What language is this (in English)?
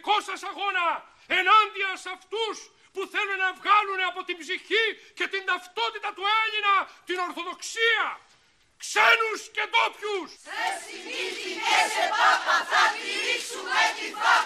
Greek